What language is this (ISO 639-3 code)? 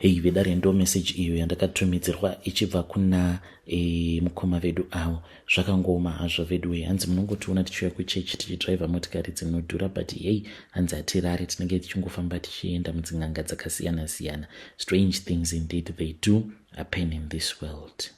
sna